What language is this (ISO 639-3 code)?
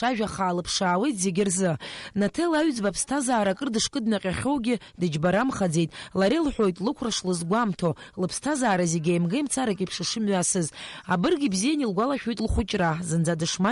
abk